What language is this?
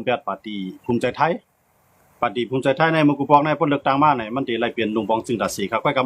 Shan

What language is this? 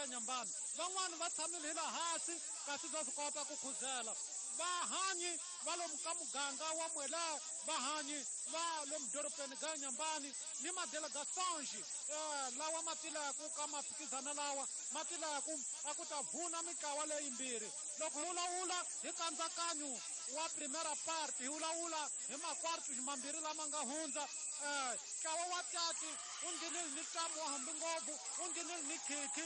Tsonga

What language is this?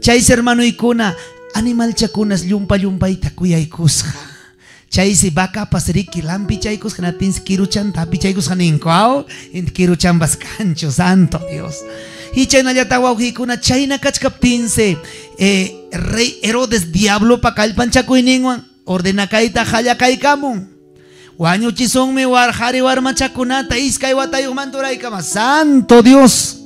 Ayacucho Quechua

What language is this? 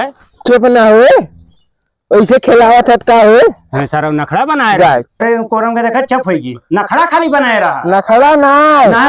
Awadhi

